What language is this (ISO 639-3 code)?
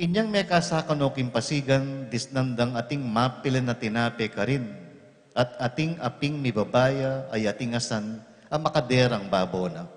pam